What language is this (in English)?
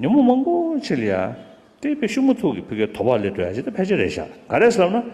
Tibetan